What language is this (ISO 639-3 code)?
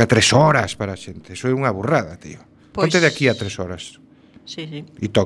glg